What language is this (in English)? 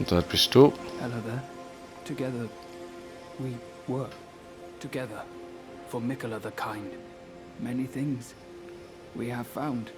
Swiss German